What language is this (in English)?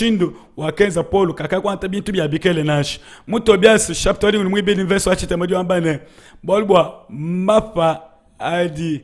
Luba-Lulua